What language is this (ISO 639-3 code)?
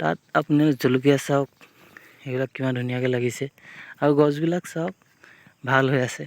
asm